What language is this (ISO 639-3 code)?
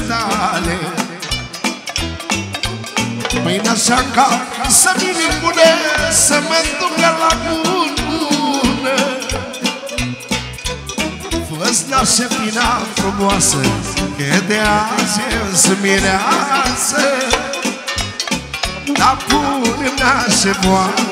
ron